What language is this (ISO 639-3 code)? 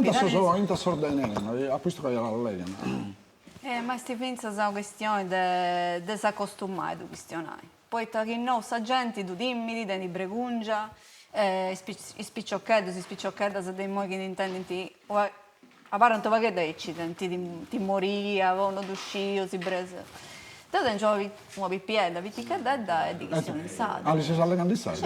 srd